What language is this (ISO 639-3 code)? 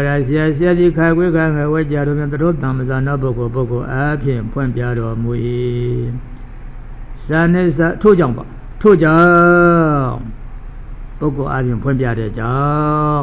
mya